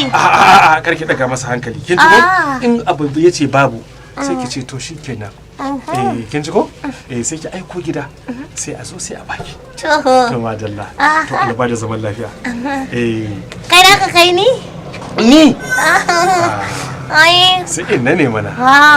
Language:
Hausa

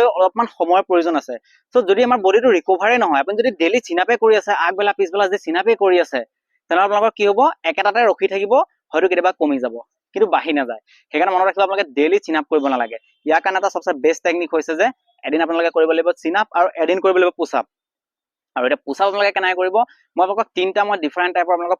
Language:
Assamese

